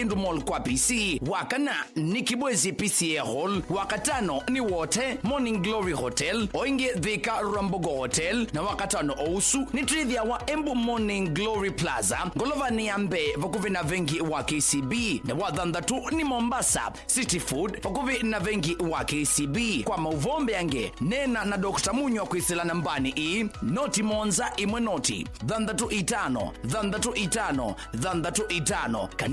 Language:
Kamba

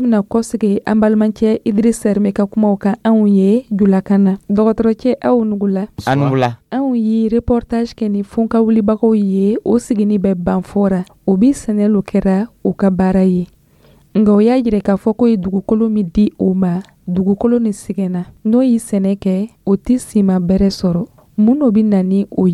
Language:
Dyula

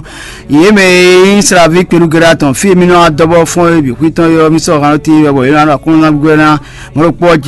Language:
Fon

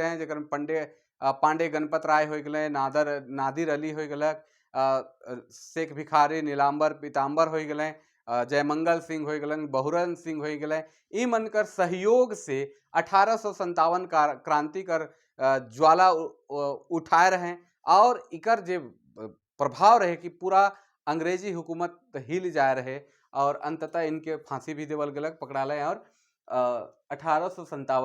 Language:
Sadri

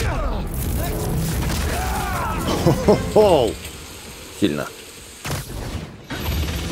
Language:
Russian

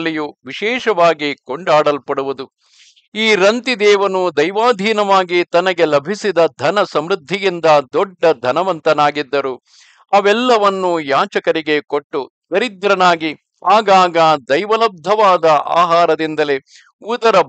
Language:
Kannada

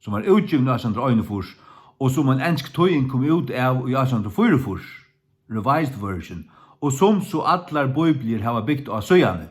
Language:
Faroese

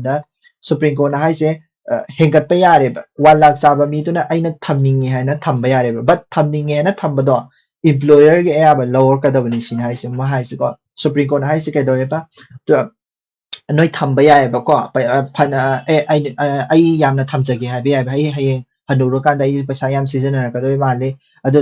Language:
Manipuri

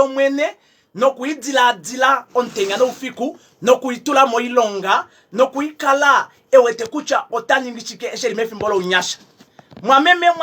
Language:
Kuanyama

